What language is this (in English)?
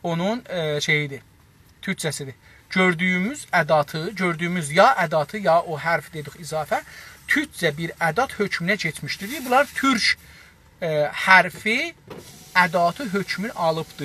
South Azerbaijani